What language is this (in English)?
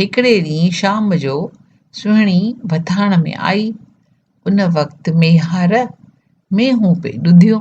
Sindhi